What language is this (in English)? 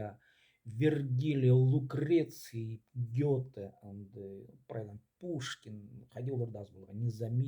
Khakas